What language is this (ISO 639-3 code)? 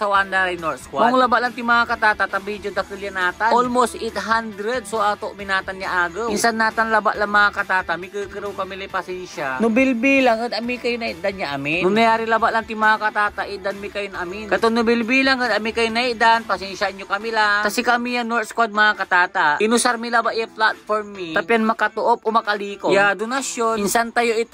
pag